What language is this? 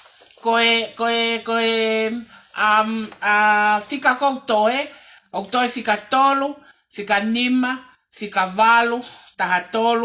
Tongan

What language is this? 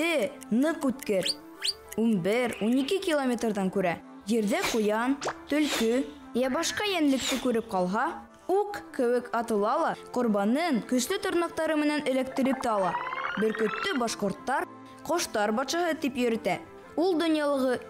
Bashkir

